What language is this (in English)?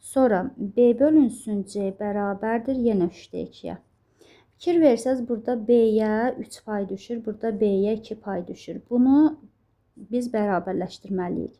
Azerbaijani